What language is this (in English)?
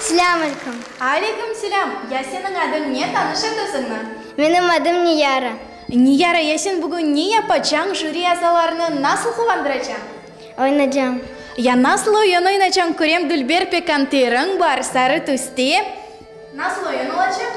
Crimean Tatar